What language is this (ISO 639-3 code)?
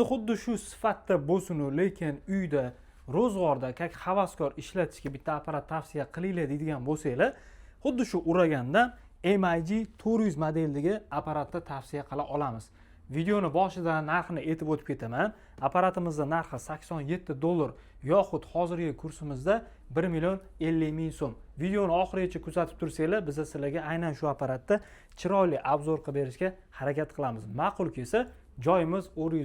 uzb